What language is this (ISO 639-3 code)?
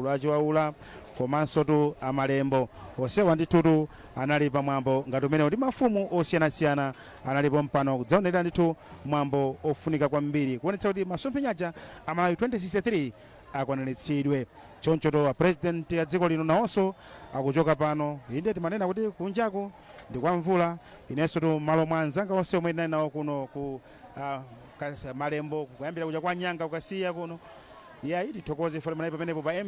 nya